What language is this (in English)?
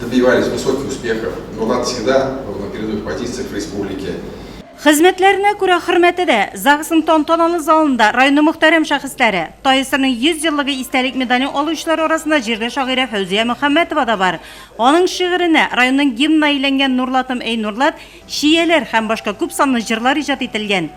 Tatar